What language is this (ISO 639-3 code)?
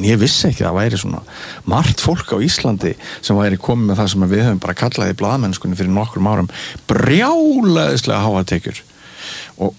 isl